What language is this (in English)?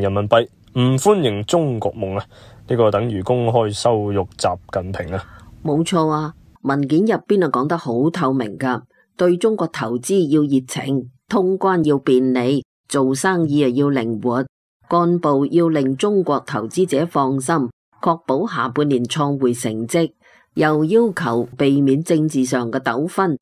Cantonese